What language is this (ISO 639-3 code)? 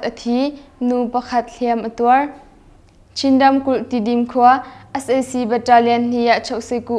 cnh